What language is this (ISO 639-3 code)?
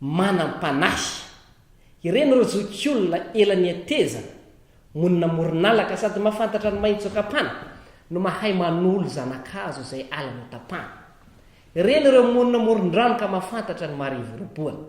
mlg